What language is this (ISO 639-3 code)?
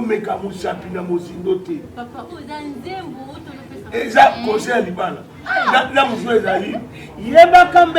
lin